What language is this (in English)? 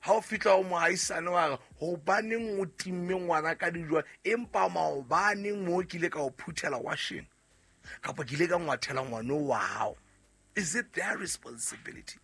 Southern Sotho